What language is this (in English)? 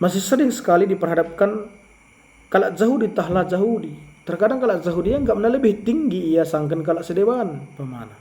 Batak Karo